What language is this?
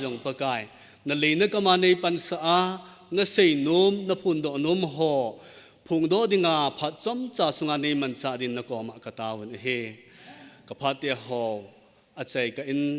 Thado Chin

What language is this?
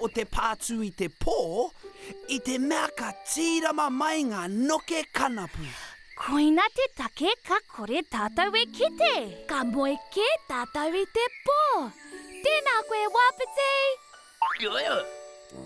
Māori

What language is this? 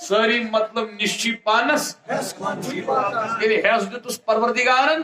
Kashmiri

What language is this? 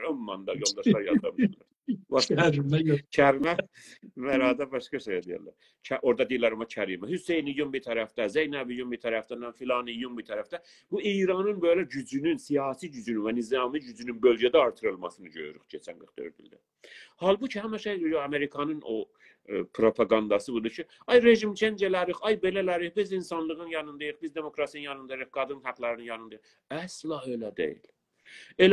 South Azerbaijani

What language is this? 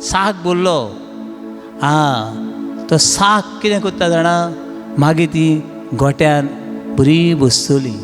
Konkani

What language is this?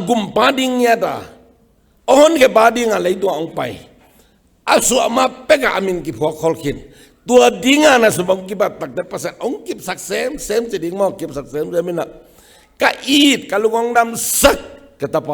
Tedim Chin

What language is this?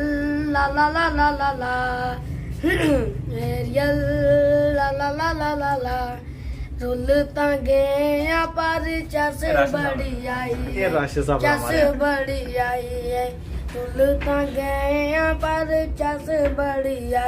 Pahari-Potwari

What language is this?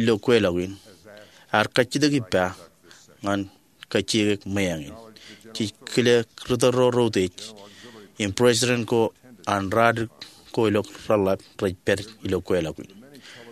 Marshallese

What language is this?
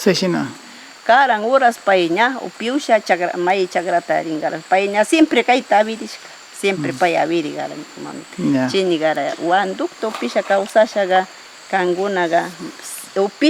Northern Pastaza Quichua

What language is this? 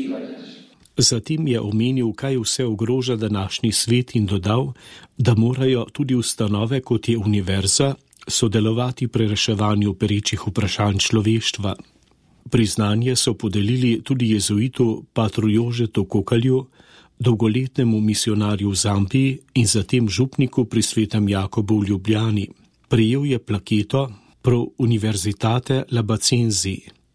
Slovenian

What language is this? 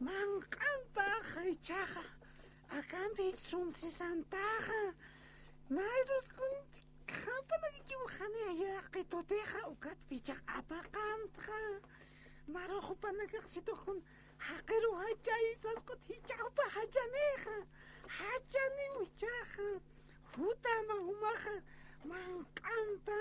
Aymara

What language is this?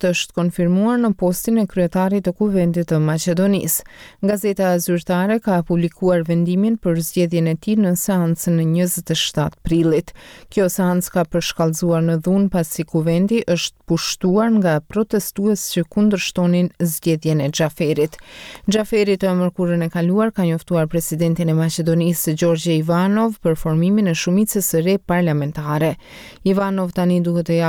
Albanian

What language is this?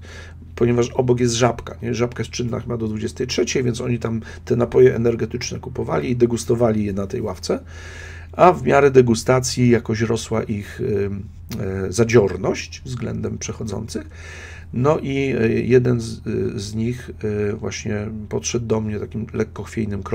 Polish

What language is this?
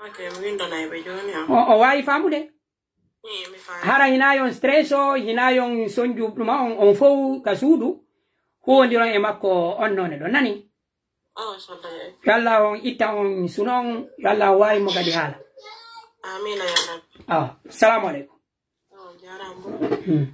Pular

